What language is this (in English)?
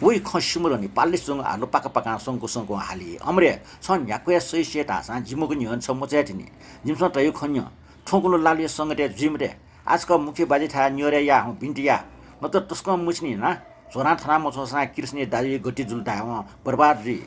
Newari